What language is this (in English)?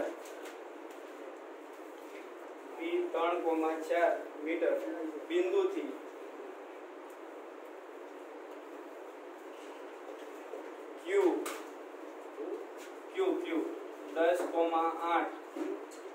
Gujarati